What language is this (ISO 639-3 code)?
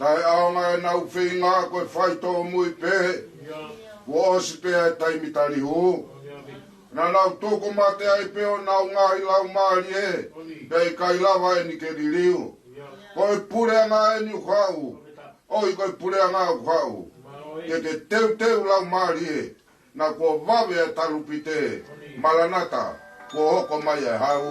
ton